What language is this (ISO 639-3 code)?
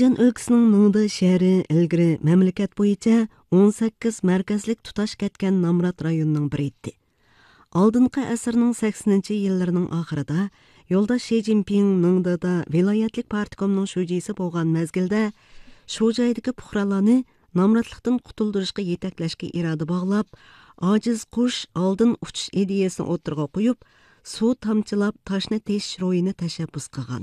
uig